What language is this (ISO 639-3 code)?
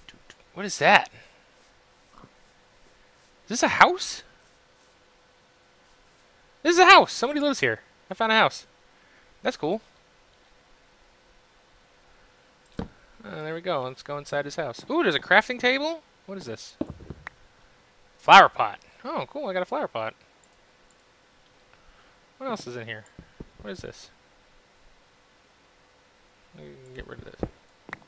eng